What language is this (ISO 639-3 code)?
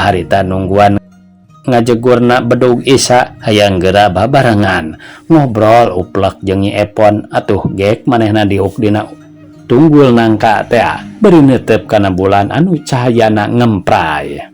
sun